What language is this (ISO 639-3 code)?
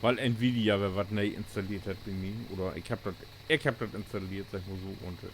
nds